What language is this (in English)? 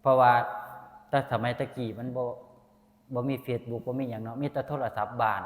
Northeastern Thai